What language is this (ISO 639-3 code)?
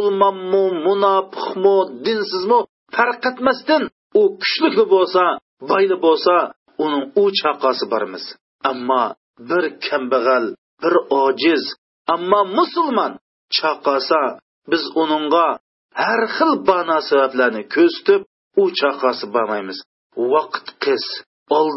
uig